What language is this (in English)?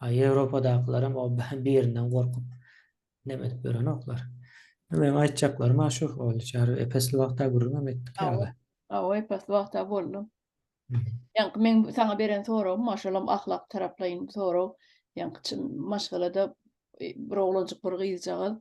Turkmen